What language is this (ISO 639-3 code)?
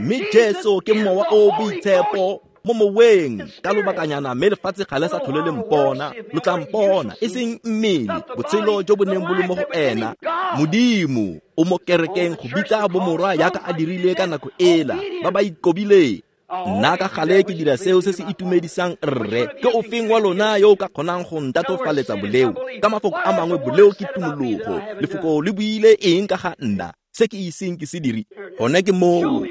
tsn